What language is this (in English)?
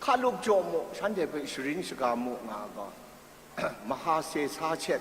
Kachin